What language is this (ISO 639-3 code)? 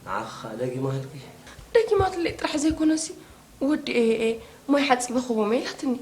tir